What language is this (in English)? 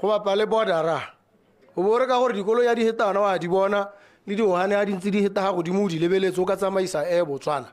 Tswana